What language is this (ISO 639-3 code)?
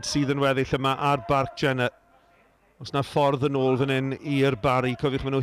cym